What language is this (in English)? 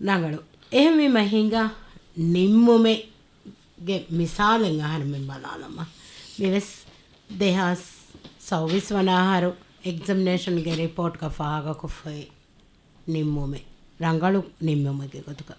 Divehi